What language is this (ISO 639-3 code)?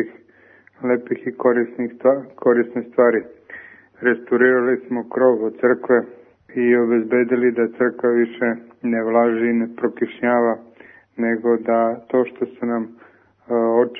srp